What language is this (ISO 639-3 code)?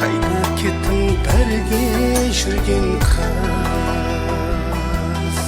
kaa